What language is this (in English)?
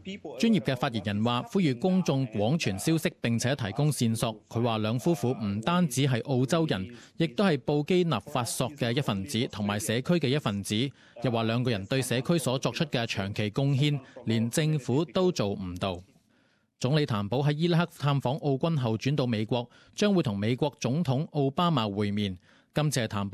Cantonese